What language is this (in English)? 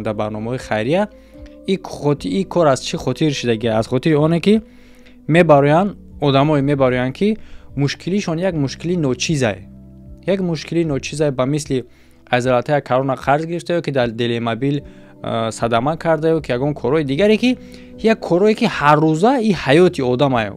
Tajik